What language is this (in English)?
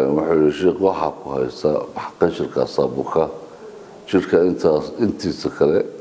Somali